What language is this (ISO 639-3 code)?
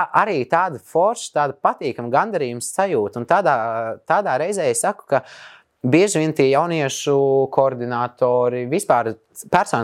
lav